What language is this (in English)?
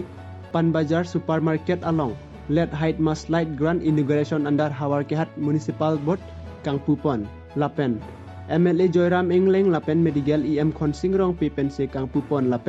Karbi